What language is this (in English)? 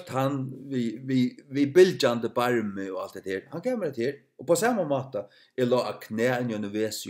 Faroese